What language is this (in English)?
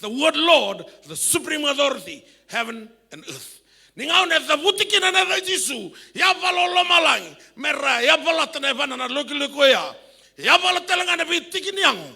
Fijian